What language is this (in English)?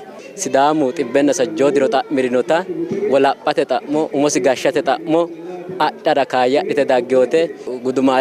Sidamo